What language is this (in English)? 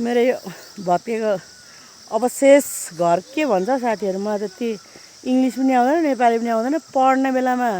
Nepali